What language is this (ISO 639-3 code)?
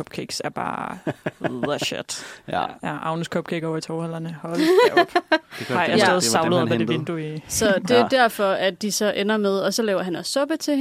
dan